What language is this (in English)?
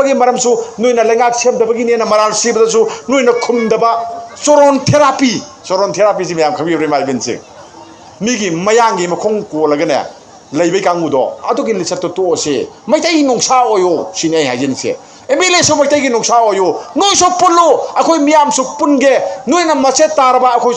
Manipuri